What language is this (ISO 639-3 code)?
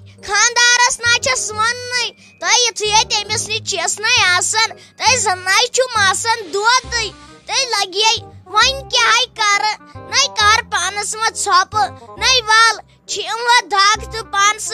kas